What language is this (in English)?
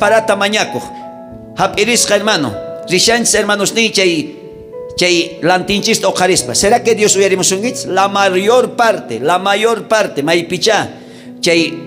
South Bolivian Quechua